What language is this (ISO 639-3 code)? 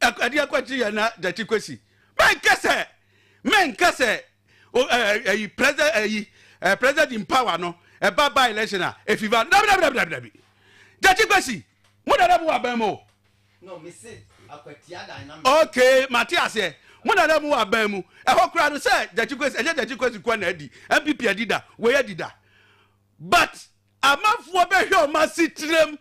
aka